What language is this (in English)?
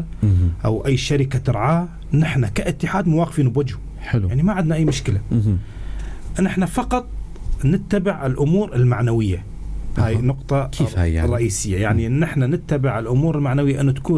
North Levantine Arabic